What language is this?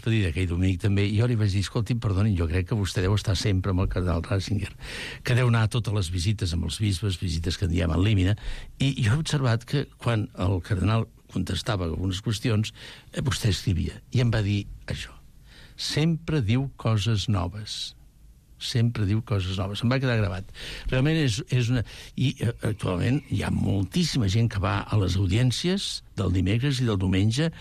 Catalan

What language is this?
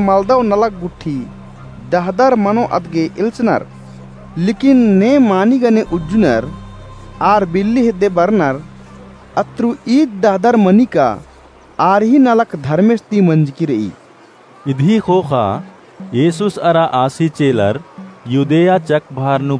Kurukh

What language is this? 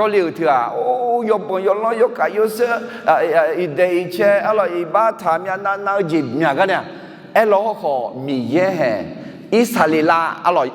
Akha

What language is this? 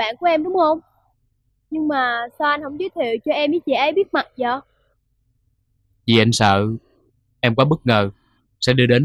Vietnamese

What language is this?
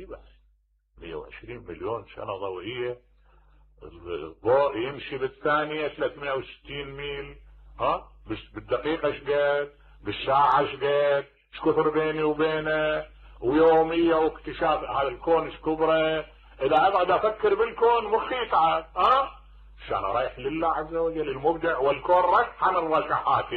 Mesopotamian Arabic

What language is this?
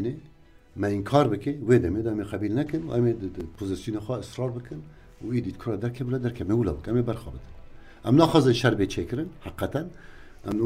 Kurdish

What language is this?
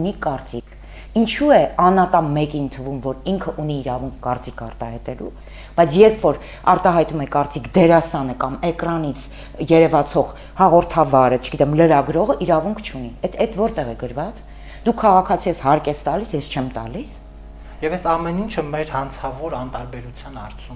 Armenian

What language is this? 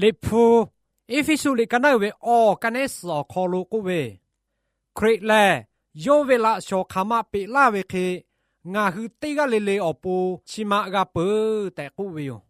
Lahu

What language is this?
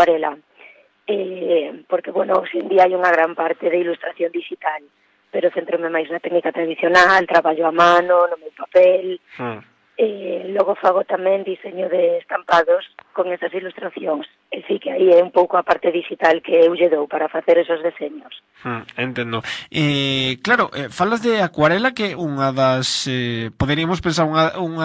Galician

